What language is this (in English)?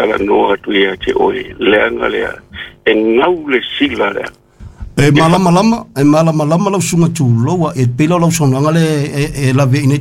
Samoan